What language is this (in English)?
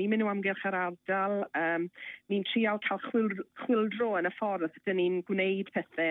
Welsh